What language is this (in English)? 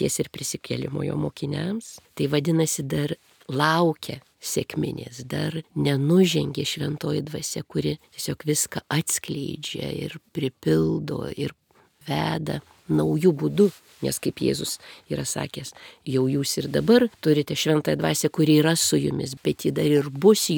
Lithuanian